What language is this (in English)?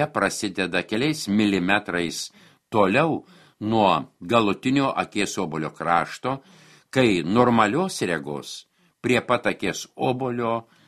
Lithuanian